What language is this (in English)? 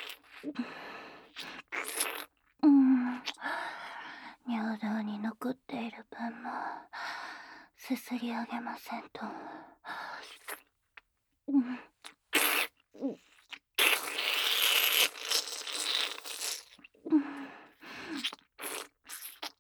Japanese